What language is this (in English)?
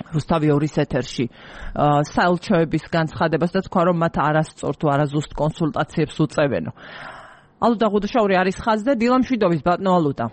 Georgian